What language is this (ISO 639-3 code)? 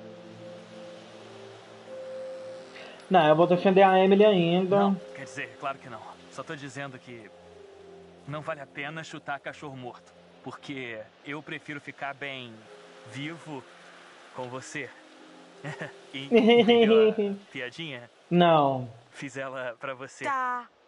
por